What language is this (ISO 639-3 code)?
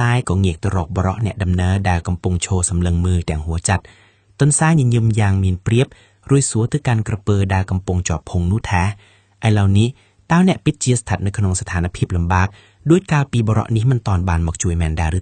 khm